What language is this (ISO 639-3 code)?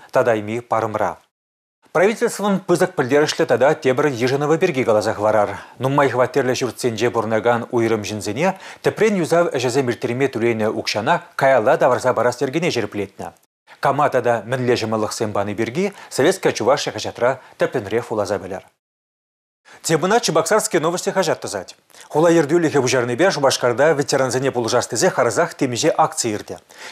chv